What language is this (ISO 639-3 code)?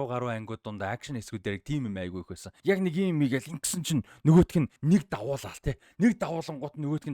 mon